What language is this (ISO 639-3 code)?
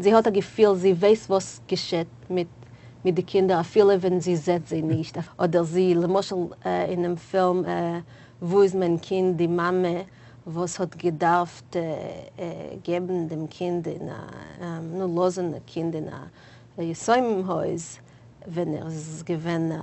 yid